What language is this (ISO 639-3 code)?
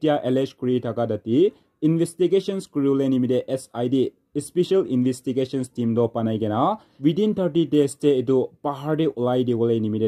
nag